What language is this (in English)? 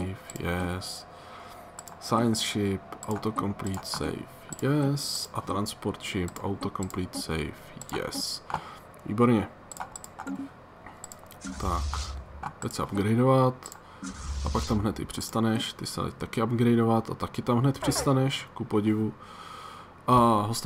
Czech